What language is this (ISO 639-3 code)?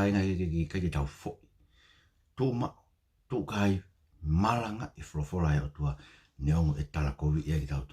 ton